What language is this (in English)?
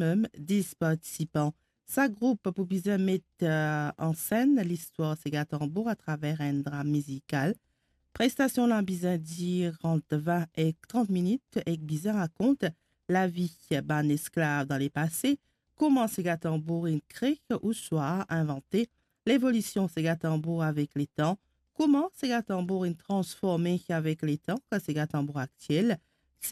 Morisyen